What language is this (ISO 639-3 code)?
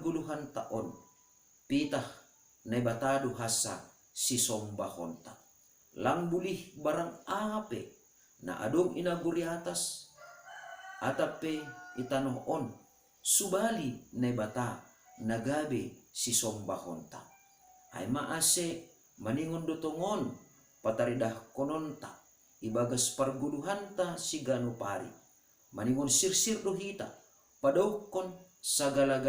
bts